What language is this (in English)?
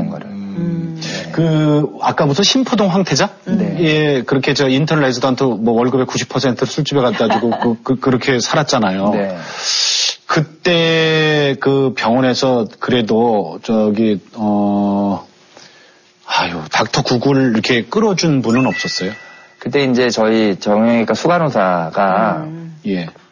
Korean